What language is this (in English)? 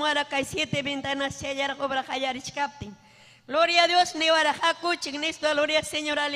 Ayacucho Quechua